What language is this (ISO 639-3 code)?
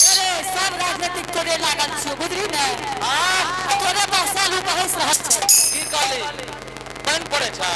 anp